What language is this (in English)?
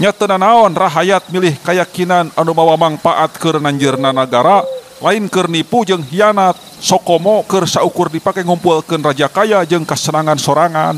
Sundanese